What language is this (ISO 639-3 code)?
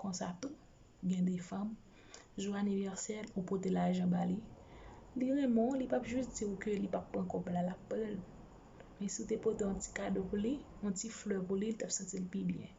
hat